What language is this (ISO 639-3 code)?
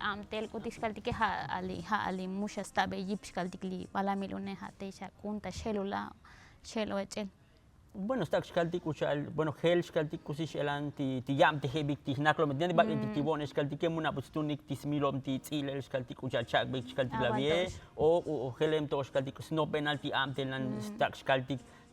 tzo